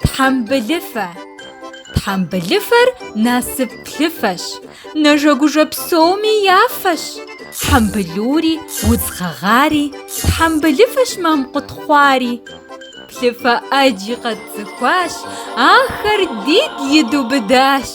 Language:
Kabardian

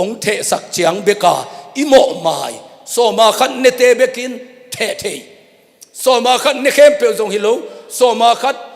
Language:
Tedim Chin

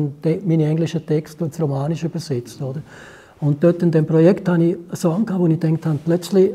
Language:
Swiss German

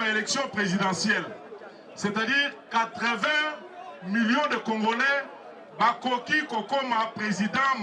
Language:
Lingala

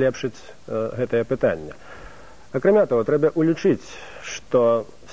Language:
Belarusian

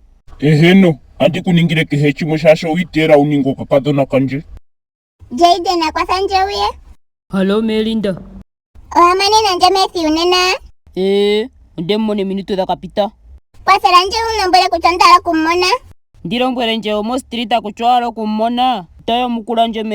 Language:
Ndonga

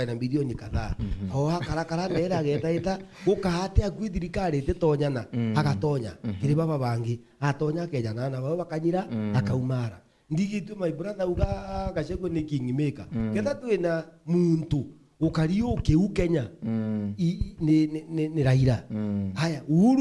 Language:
Meru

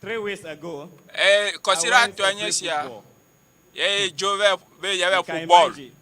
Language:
Ewe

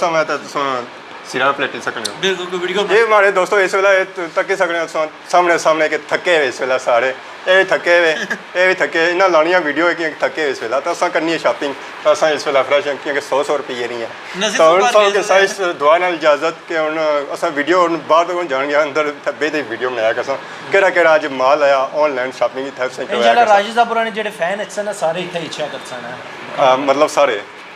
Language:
Pahari-Potwari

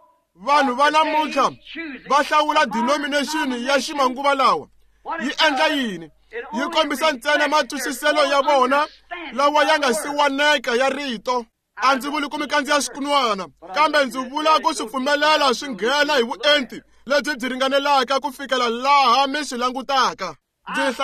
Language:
Tsonga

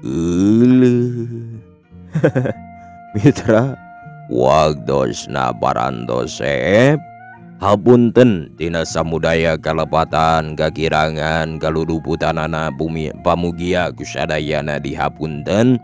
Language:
Sundanese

